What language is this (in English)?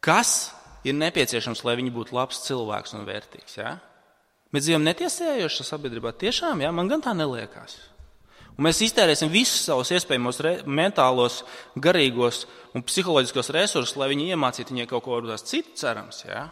Latvian